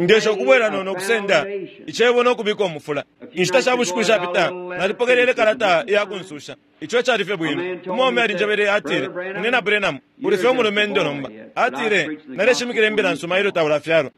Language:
Bemba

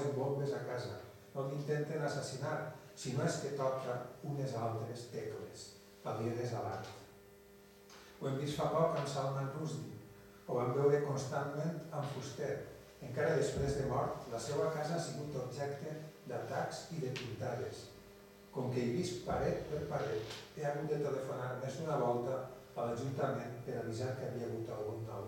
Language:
Catalan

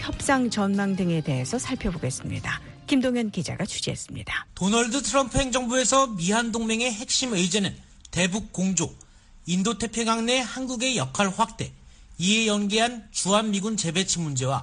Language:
Korean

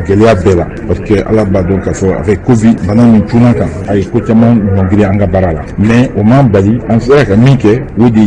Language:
Bambara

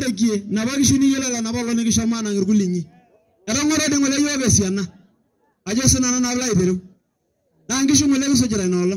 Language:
Masai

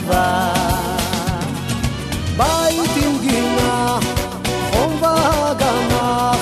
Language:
Hebrew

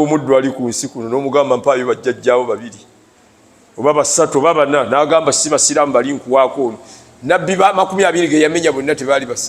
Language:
Ganda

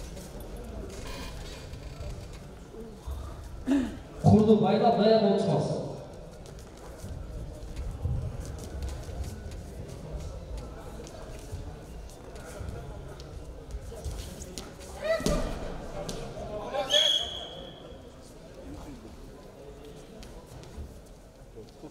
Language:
Kazakh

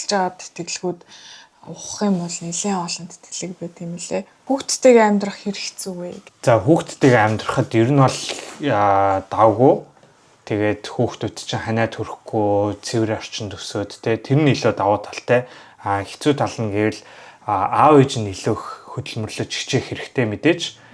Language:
Mongolian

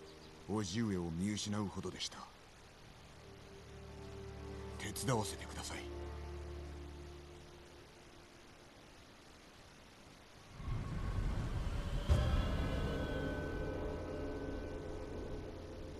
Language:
Japanese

